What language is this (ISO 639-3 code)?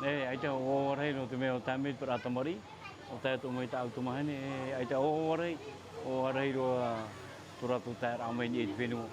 tah